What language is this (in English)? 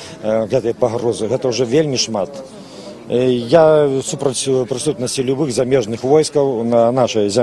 Belarusian